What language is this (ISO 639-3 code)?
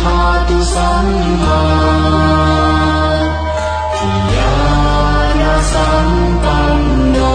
pli